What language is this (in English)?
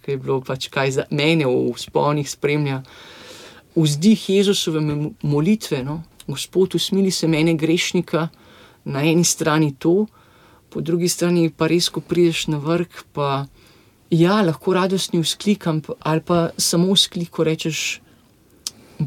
Slovenian